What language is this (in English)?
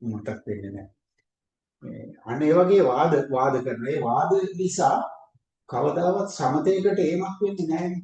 Sinhala